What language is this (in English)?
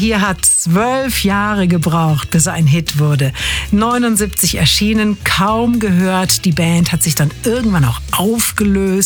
German